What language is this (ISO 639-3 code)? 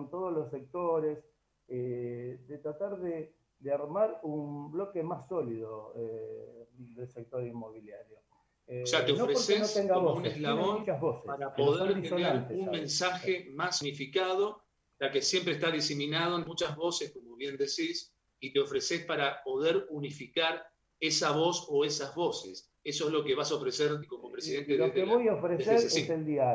spa